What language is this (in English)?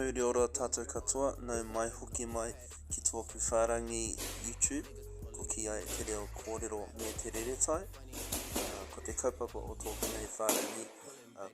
Māori